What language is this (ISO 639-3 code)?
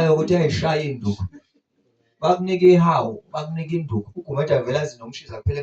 zul